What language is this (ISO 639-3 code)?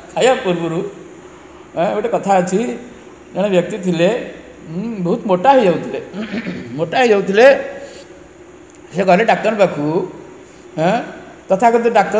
ori